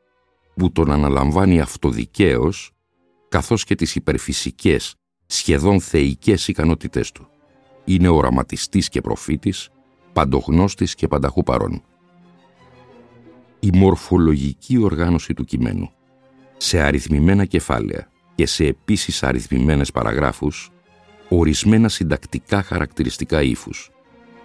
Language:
Greek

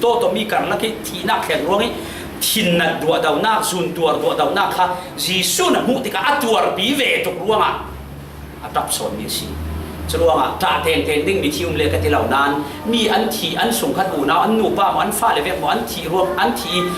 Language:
Falam Chin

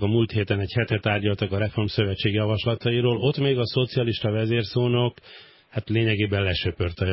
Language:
Hungarian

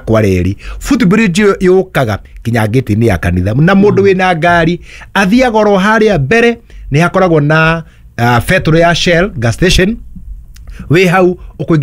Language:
Kikuyu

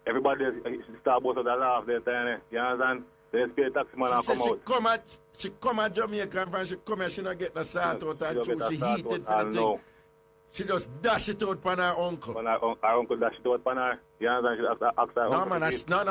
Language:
Jamaican Creole English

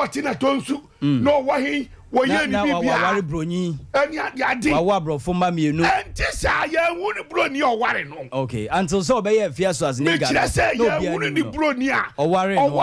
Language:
Akan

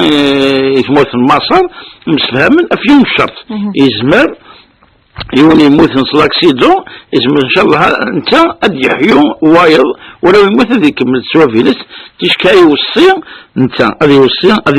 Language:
Kabyle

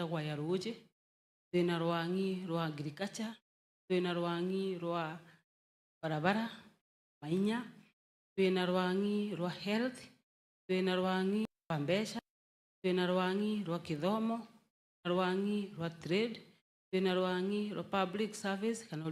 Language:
Meru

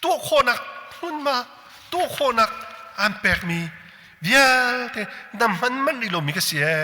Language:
Hakha Chin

